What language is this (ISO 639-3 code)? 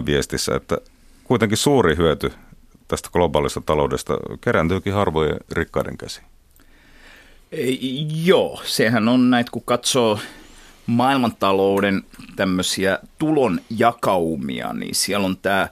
fin